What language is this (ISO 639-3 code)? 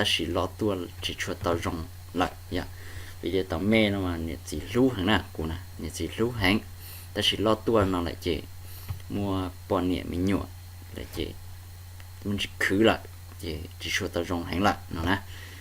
hmn